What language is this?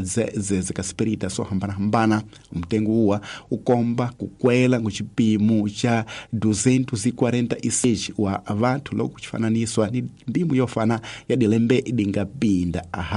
Tsonga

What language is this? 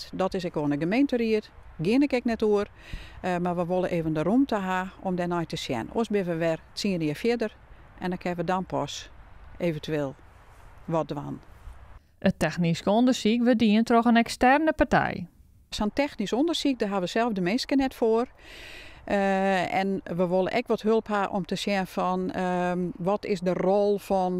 Western Frisian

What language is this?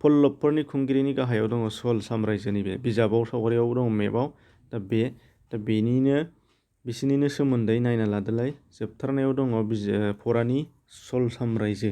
Bodo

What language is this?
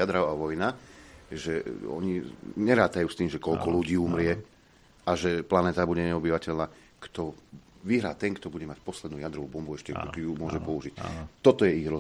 Slovak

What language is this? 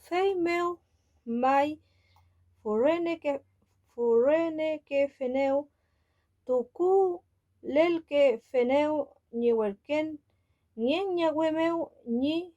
Mapuche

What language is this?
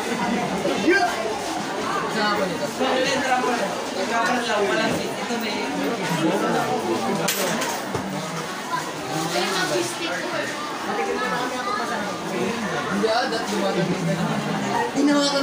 Filipino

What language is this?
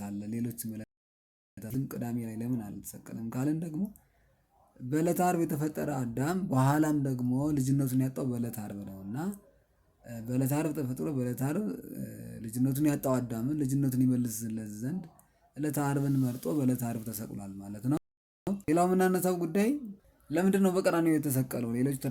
Amharic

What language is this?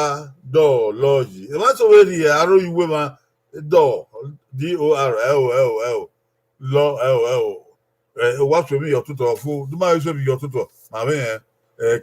Bini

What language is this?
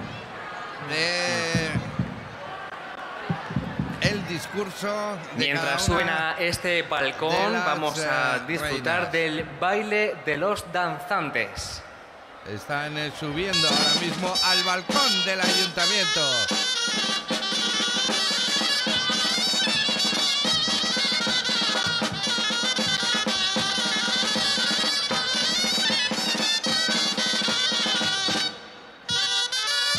Spanish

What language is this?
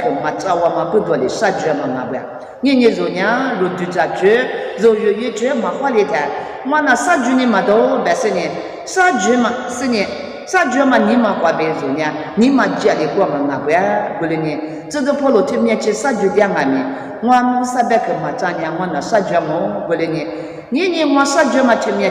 Lisu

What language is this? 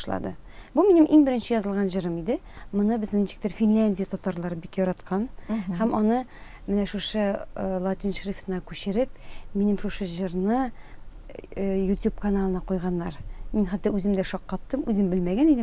Tatar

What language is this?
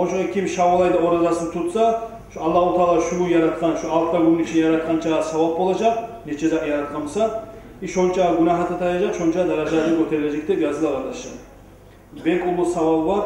Kumyk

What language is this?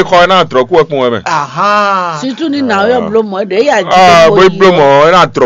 Fon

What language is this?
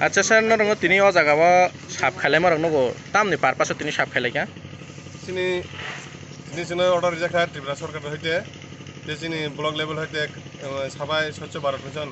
Kok Borok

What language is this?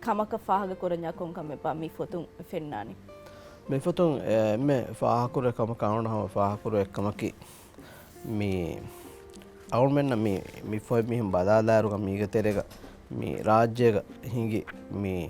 Divehi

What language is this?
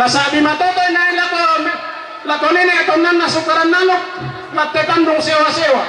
Toraja-Sa'dan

